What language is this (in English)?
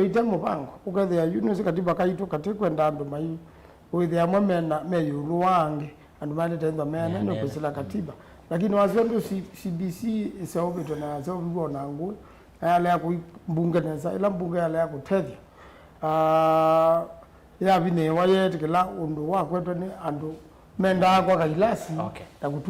Kamba